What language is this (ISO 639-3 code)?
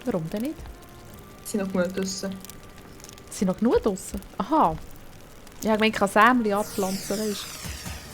gsw